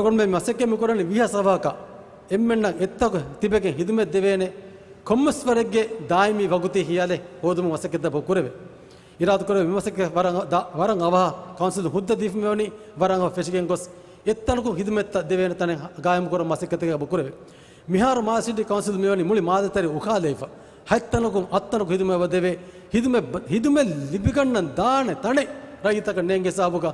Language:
Divehi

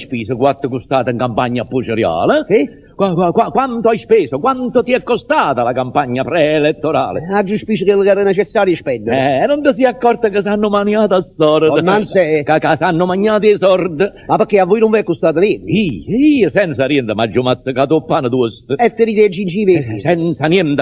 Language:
Neapolitan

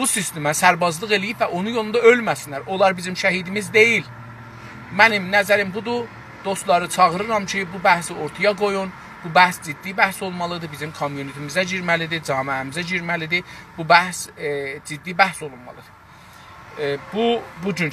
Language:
South Azerbaijani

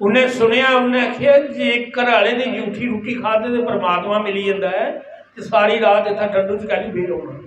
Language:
Dogri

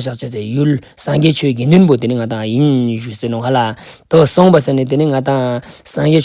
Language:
Ladakhi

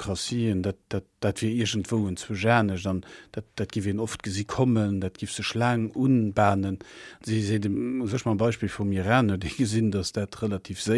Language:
Luxembourgish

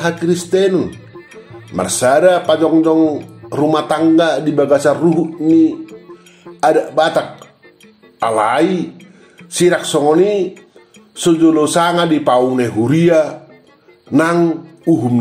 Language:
Batak Toba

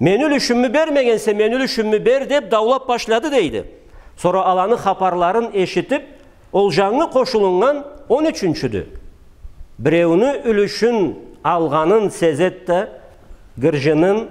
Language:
Karachay-Balkar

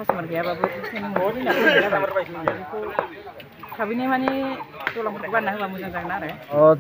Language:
Bodo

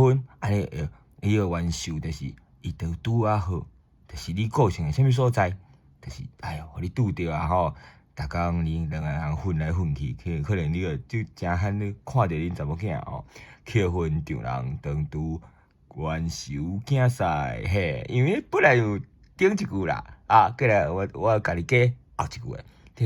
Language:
Min Nan Chinese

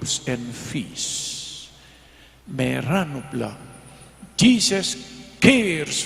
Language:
Pampanga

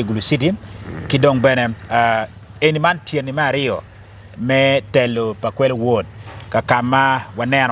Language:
Acoli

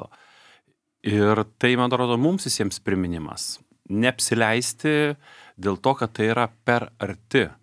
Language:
Lithuanian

